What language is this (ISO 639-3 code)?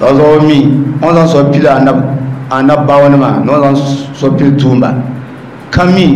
dag